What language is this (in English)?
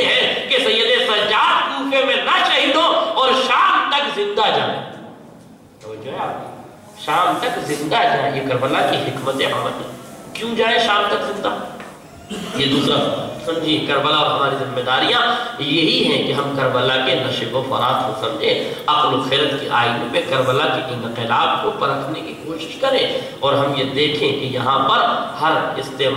Urdu